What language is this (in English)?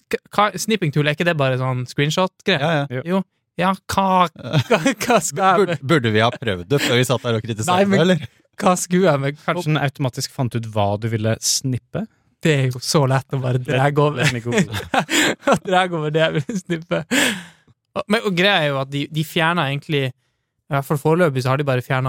Norwegian